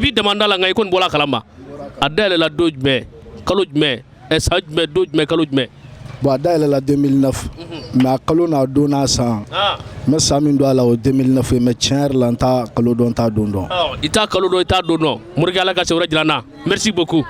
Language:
Bambara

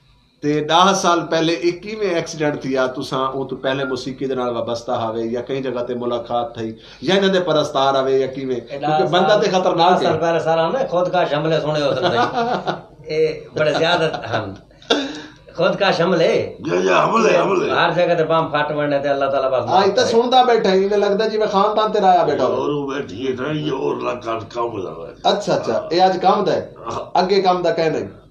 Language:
Saraiki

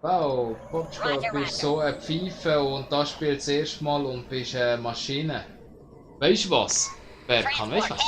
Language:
Swiss German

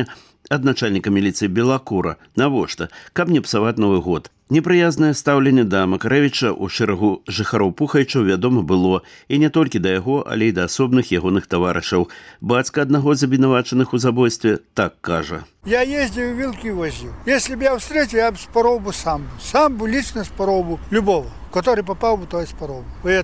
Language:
Belarusian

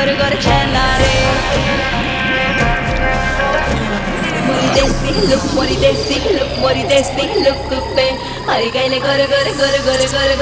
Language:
Bhojpuri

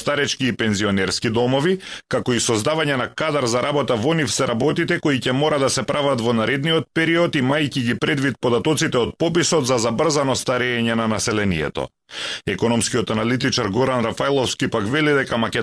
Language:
Macedonian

